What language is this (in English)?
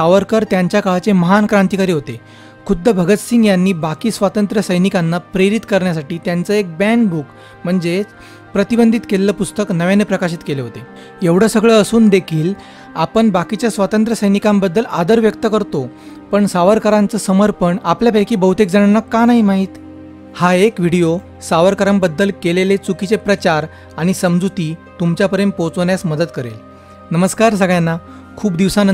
Marathi